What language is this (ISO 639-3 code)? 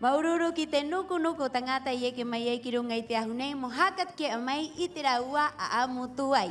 rap